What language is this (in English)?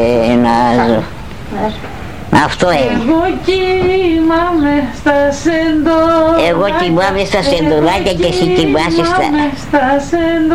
Greek